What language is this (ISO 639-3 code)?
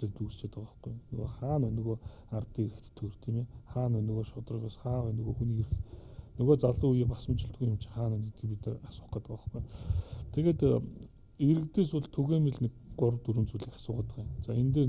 mon